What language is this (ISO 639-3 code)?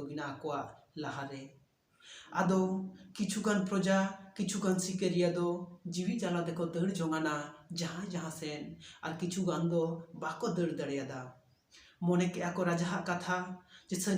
sat